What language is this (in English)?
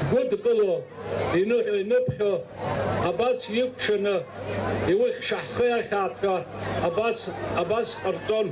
Abkhazian